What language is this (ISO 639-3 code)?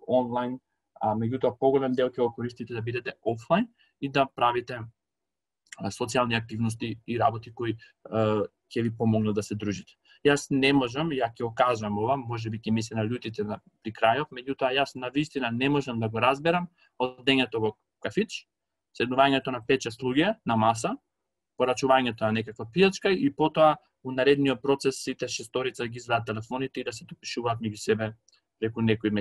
mkd